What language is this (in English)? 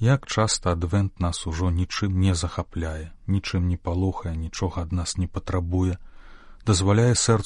Belarusian